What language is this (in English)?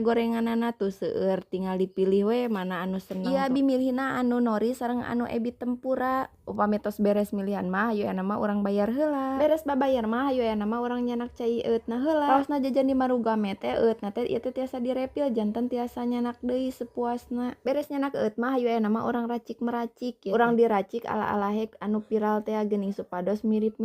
Sundanese